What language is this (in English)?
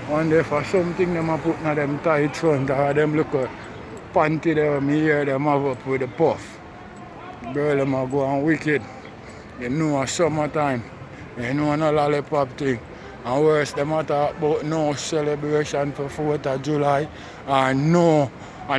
Jamaican Creole English